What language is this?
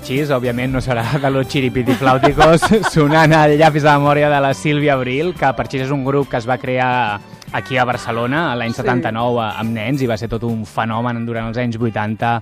Catalan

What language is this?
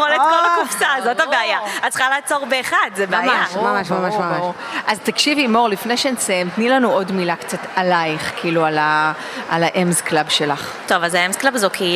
Hebrew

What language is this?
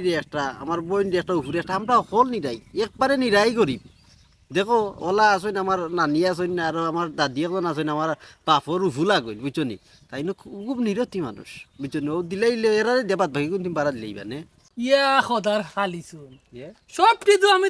Sylheti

